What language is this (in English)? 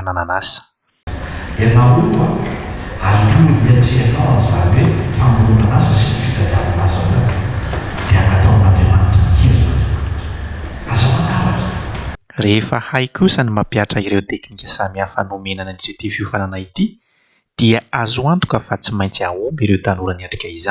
Malagasy